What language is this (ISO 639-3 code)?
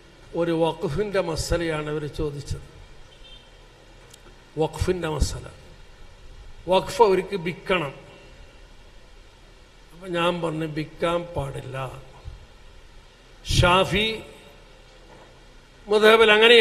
mal